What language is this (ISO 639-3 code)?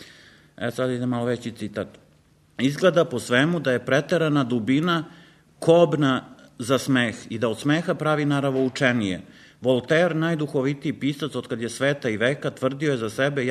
srp